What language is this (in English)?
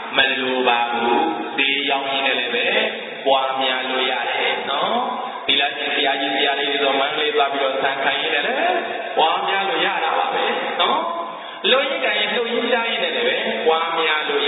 Burmese